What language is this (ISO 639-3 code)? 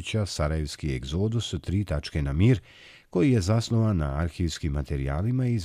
hrv